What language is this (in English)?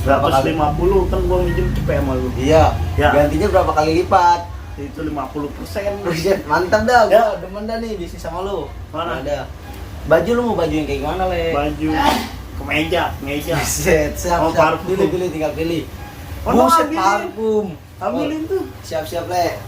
Betawi